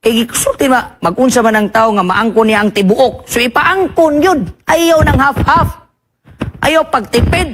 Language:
Cebuano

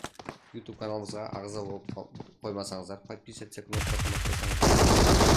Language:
Kara-Kalpak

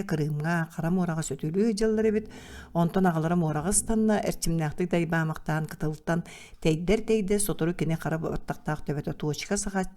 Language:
Yakut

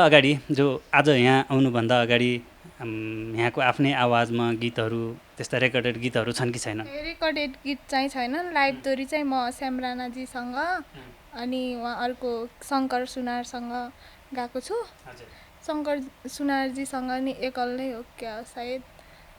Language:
Nepali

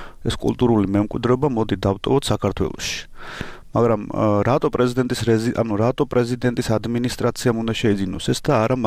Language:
Georgian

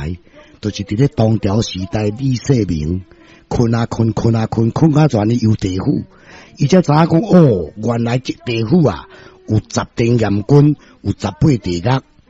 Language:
Min Nan Chinese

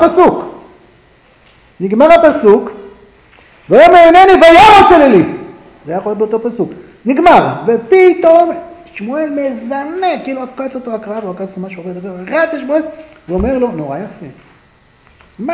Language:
Hebrew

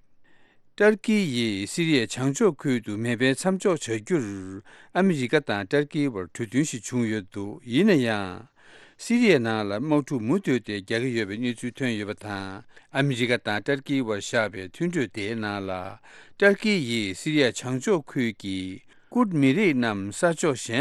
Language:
Tibetan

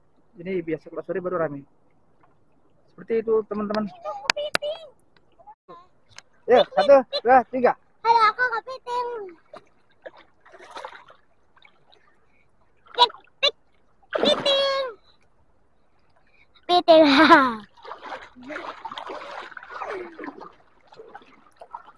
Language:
Indonesian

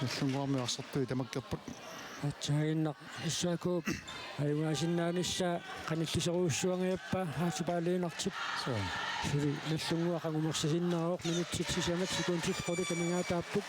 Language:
Kalaallisut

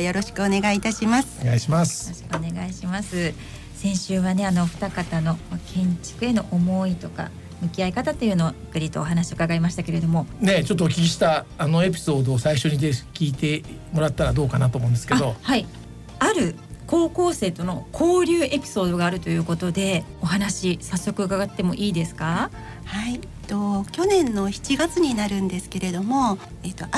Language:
Japanese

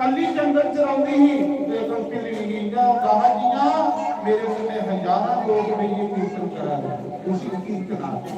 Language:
Dogri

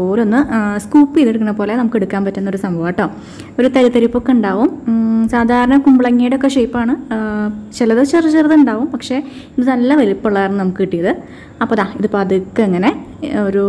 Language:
Malayalam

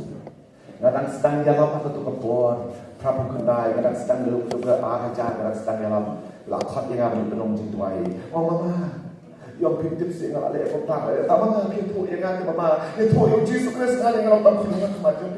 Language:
Khasi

